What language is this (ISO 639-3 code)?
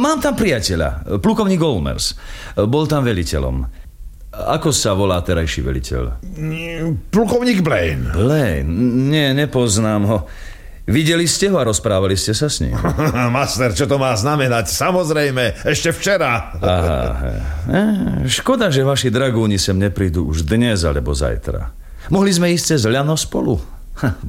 slk